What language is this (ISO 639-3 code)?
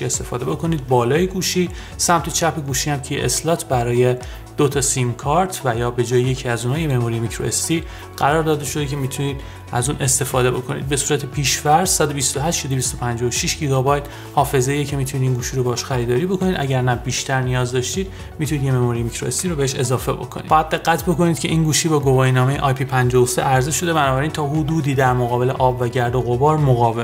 fas